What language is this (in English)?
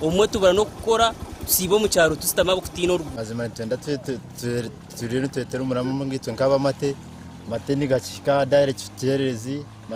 Nyankole